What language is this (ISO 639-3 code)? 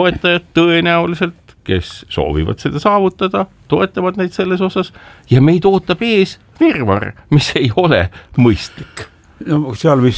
est